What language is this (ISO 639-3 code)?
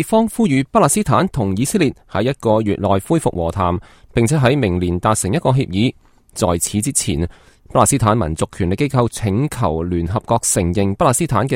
yue